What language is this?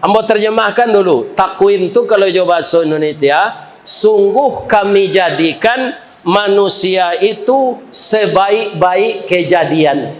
Minangkabau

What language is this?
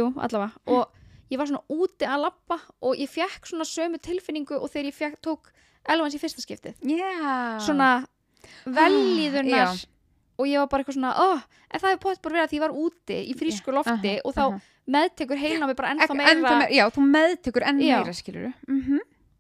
Icelandic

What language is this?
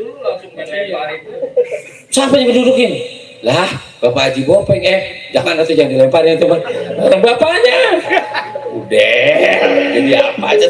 Betawi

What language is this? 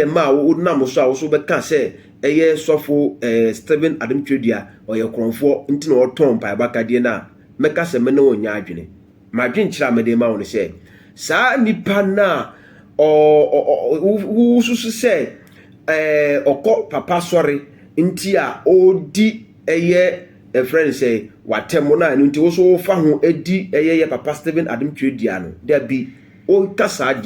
Akan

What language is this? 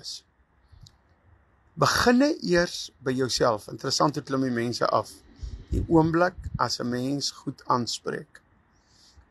Afrikaans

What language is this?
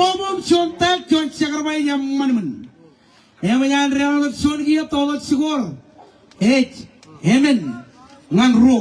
Marshallese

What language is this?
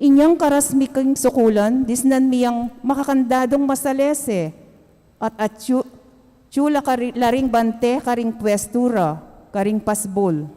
Pampanga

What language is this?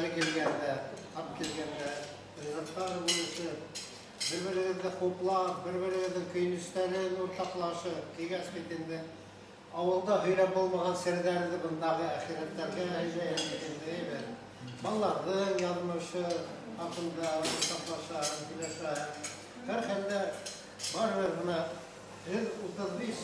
Bashkir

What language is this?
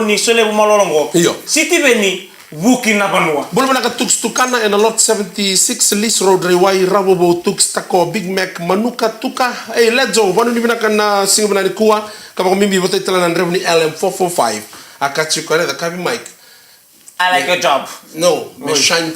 Fijian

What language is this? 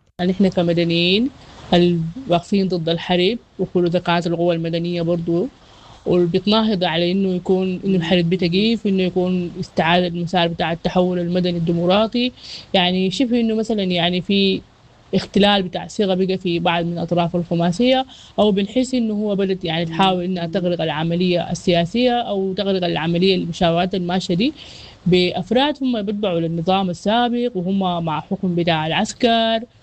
Sudanese Arabic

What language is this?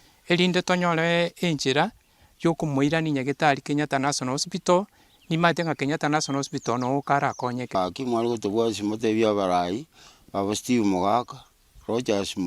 Gusii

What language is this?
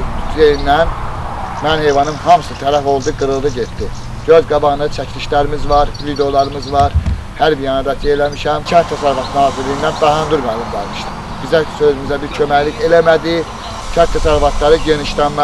Azerbaijani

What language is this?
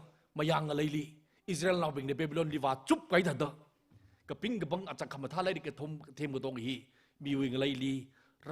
Tangkhul Naga (India)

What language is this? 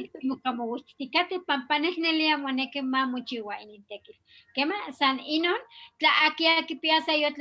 Eastern Huasteca Nahuatl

